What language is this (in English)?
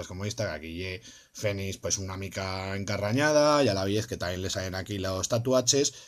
Aragonese